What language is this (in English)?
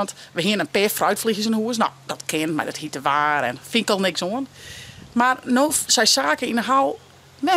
Western Frisian